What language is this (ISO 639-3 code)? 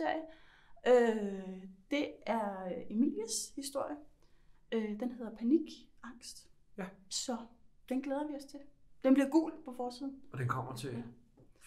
dan